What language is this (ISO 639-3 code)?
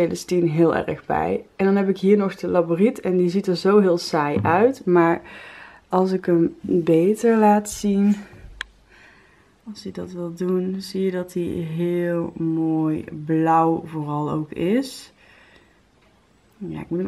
nld